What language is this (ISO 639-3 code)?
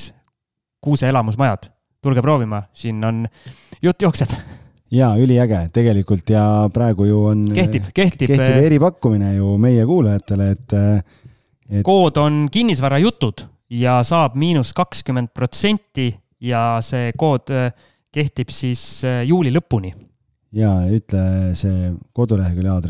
est